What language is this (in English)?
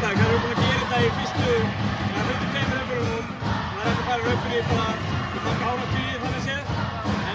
Icelandic